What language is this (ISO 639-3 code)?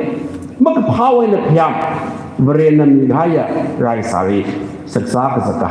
nmf